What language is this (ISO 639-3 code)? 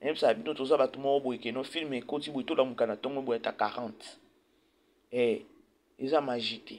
lin